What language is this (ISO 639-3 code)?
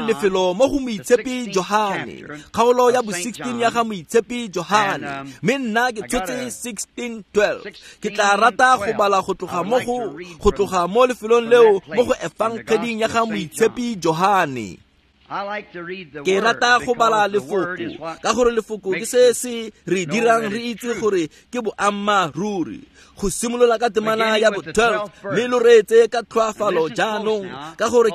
tsn